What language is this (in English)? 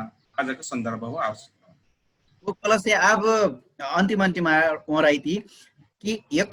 Dangaura Tharu